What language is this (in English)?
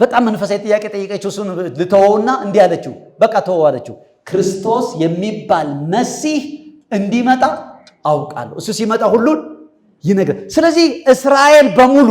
Amharic